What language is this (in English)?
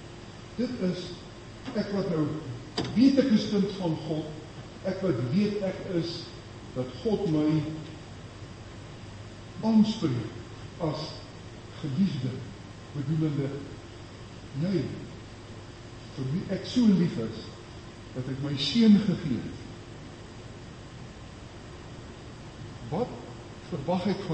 Afrikaans